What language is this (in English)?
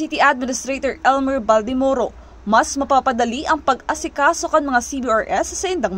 Bikol